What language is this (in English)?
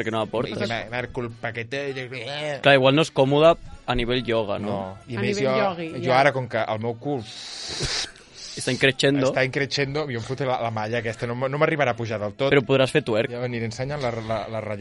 Catalan